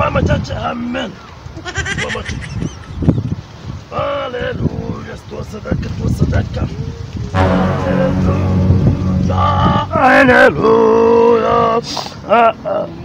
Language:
Swahili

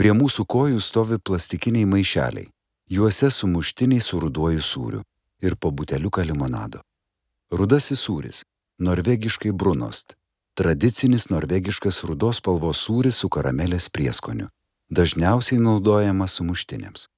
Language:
Lithuanian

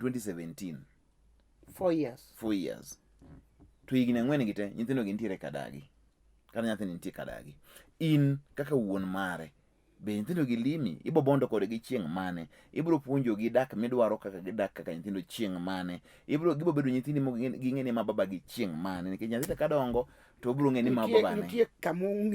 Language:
Luo (Kenya and Tanzania)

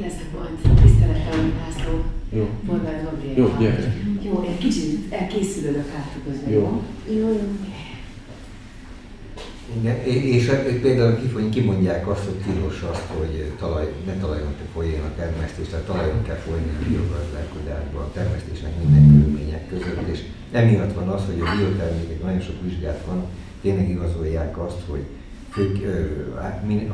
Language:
Hungarian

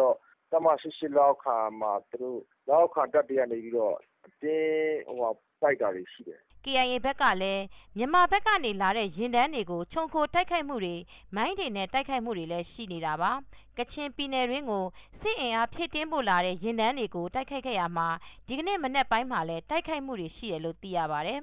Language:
Burmese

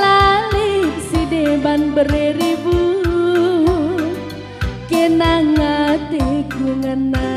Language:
Batak Karo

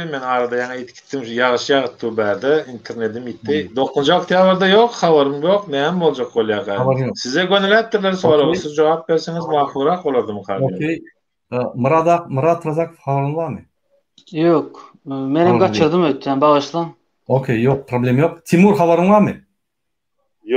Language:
Turkmen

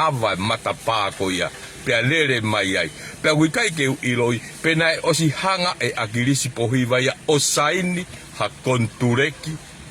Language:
Tongan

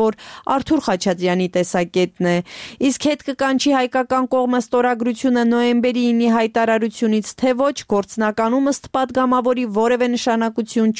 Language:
Armenian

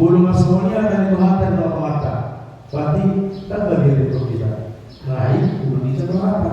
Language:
Batak Toba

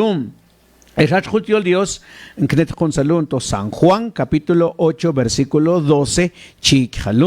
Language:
Mam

